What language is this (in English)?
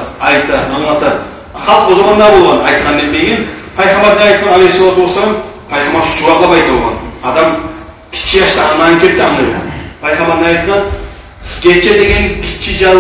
Kumyk